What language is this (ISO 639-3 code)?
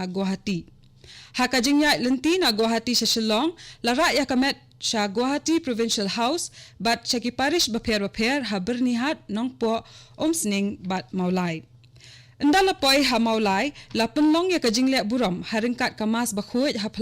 kha